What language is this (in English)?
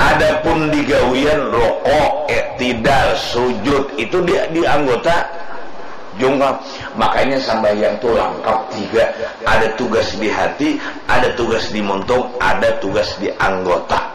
Banjar